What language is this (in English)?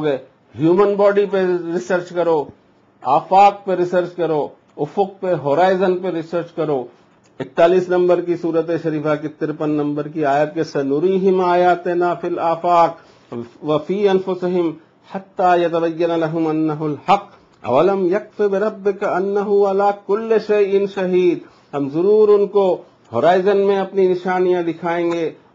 Urdu